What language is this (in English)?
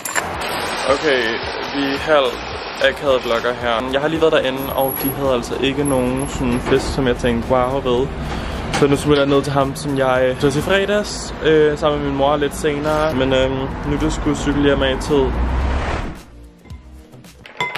Danish